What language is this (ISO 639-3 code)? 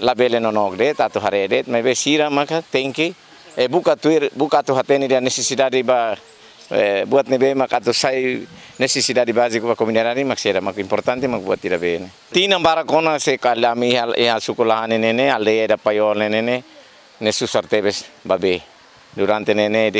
tet